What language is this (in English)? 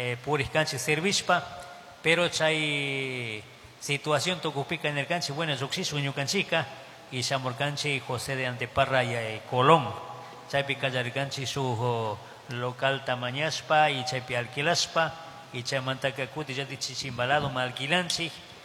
Chimborazo Highland Quichua